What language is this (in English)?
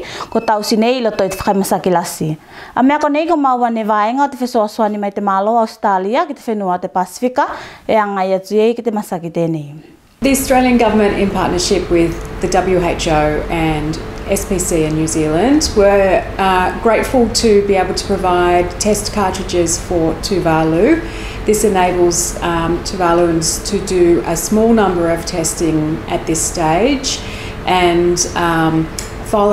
Tuvalu